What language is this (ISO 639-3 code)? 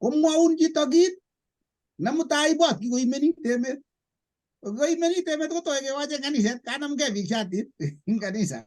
kln